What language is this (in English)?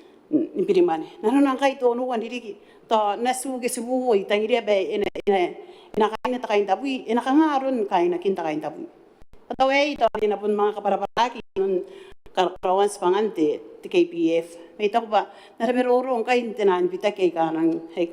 Gilbertese